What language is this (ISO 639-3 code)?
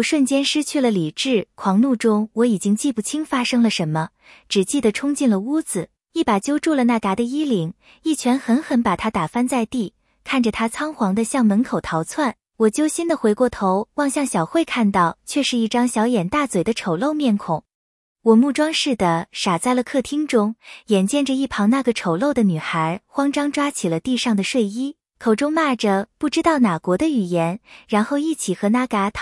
zho